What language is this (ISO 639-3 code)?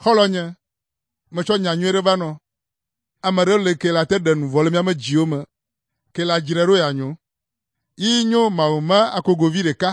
ewe